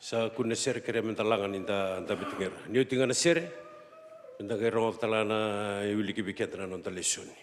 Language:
Fijian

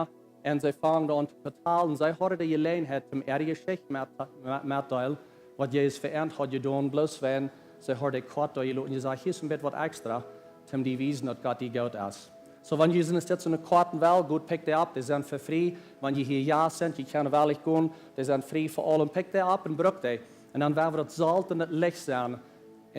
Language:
Plautdietsch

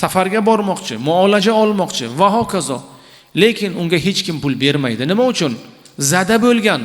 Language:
Uzbek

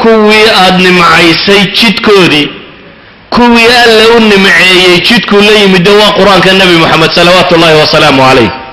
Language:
Somali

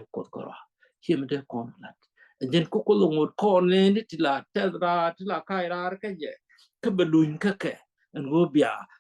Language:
Nuer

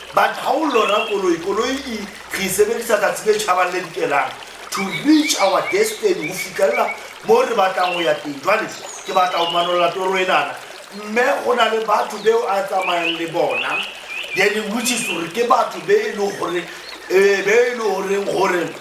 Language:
Southern Sotho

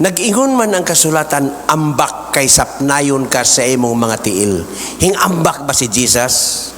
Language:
Cebuano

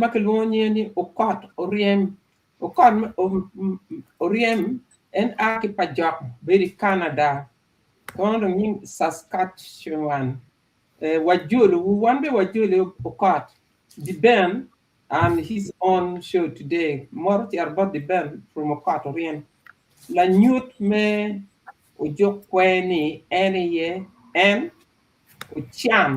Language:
Acoli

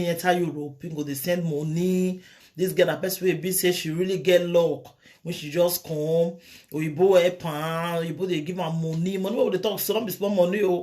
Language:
Nigerian Pidgin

